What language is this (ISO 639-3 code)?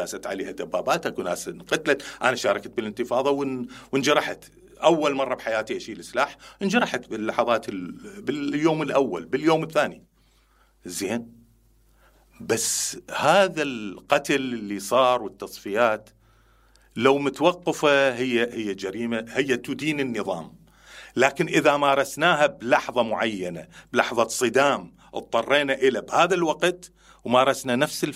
acm